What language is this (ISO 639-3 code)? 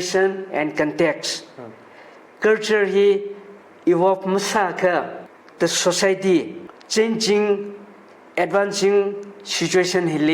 nmf